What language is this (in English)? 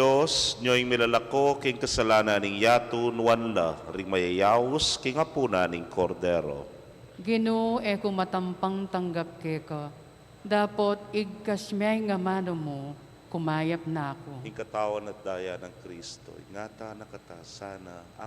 Pampanga